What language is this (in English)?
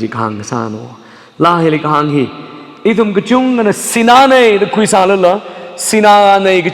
Tangkhul Naga (India)